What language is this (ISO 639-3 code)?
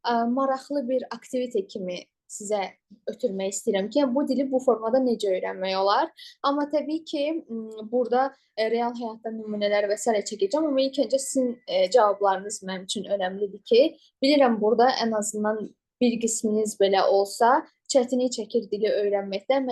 aze